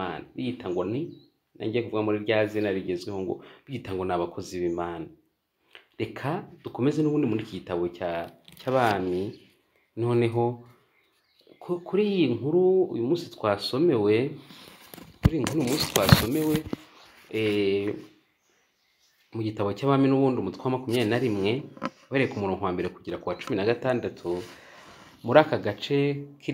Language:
Kinyarwanda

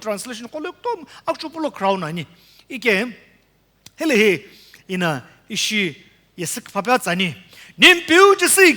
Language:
Sumi Naga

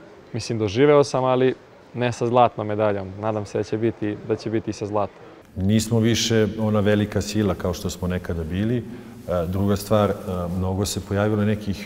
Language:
Serbian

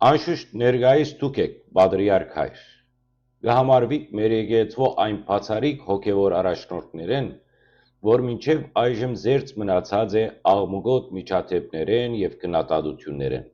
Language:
Western Armenian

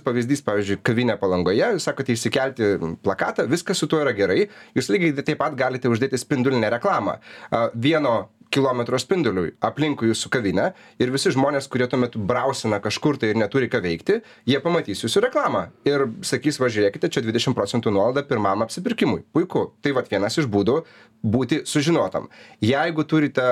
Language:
Lithuanian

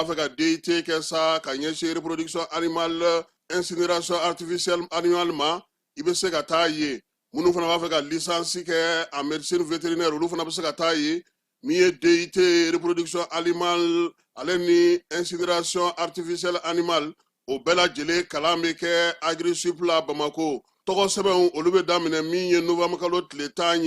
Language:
Bambara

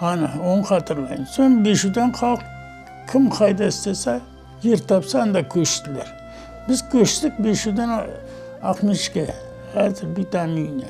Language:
Crimean Tatar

